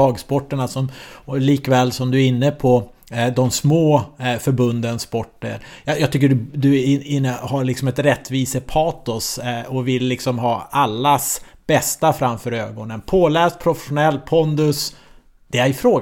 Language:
Swedish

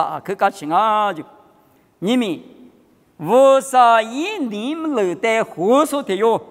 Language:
Lisu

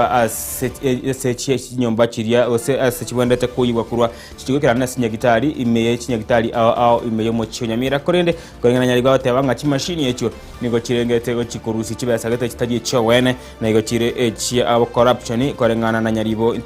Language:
Gusii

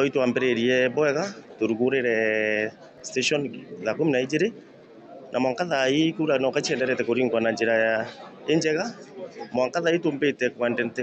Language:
Meru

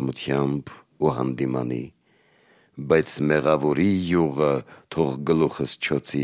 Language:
Armenian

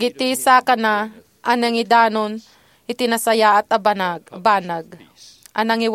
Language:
Iloko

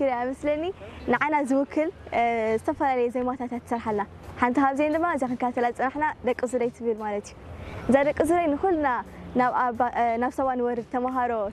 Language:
Tigrinya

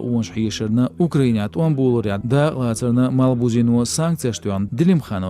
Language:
Chechen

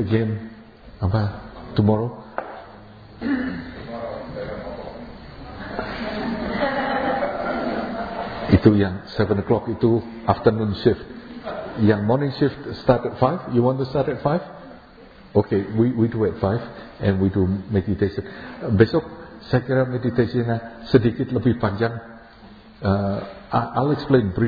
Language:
Indonesian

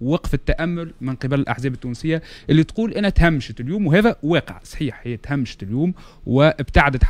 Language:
Tunisian Arabic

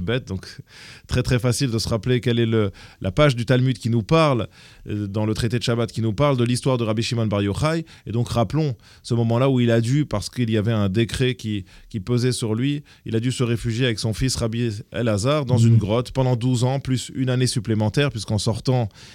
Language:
French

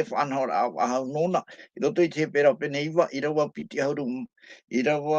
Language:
Tahitian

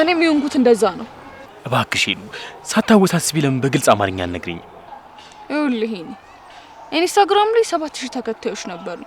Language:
Amharic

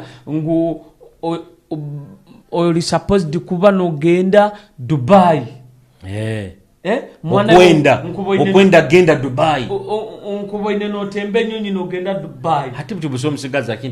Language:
Nyoro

